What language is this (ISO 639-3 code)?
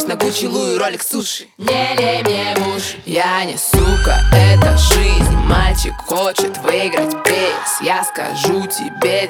rus